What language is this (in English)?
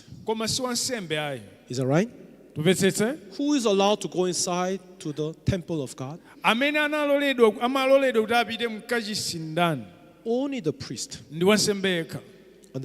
Nyanja